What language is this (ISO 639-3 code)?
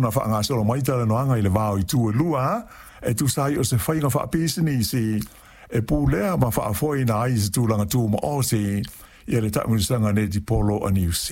smo